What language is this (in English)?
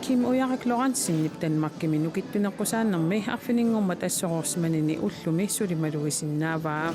Kalaallisut